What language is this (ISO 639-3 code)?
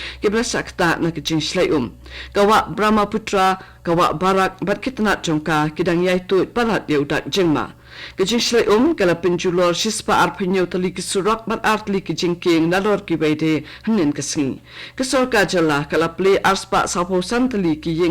kha